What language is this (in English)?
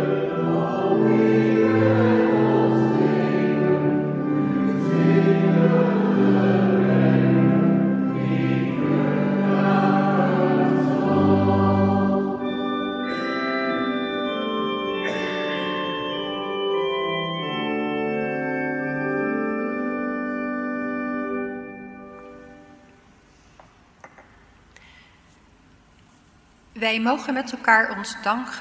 Dutch